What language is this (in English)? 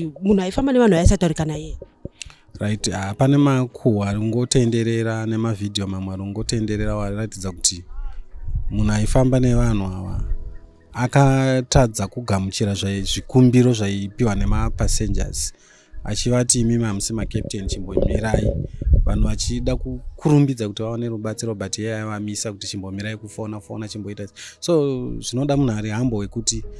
Shona